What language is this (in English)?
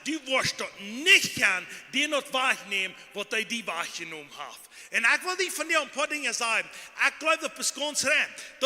Plautdietsch